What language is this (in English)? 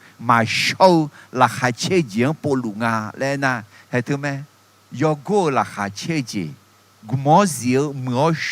Akha